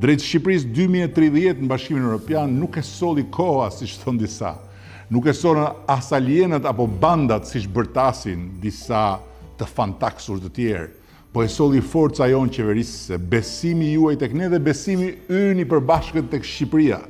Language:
Albanian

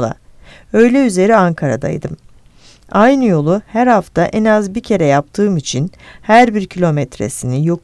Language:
Turkish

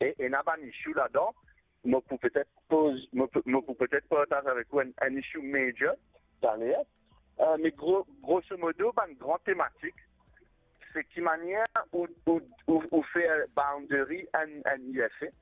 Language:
Morisyen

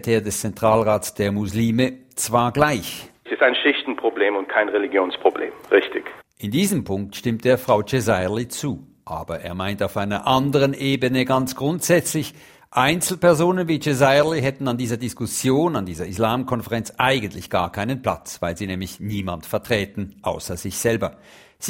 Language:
German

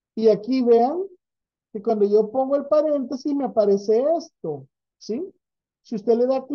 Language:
Spanish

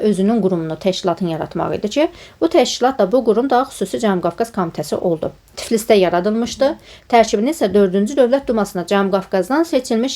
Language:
Azerbaijani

